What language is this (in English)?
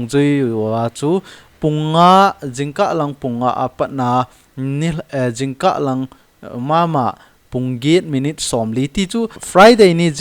Thado Chin